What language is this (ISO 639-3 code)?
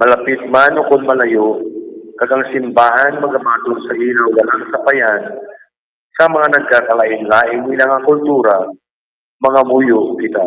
hil